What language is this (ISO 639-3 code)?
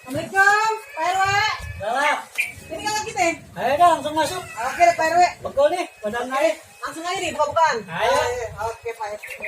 bew